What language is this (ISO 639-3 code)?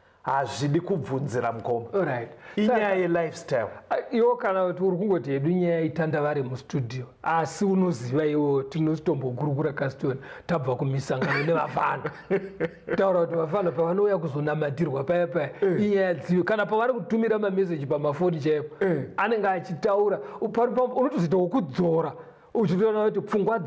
sna